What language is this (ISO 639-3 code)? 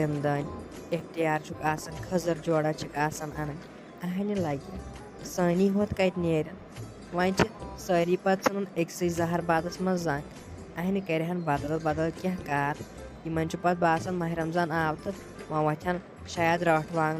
kas